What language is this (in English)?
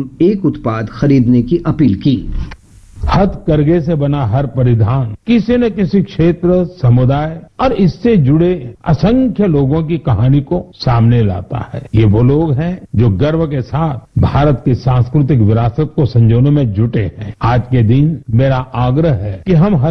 Hindi